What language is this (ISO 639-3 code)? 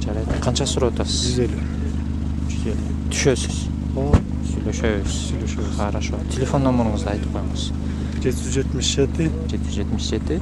kir